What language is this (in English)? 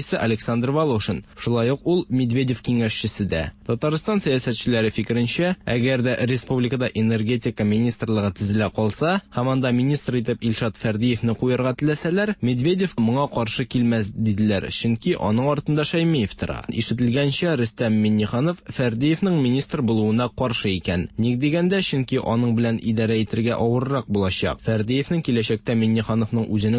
Tatar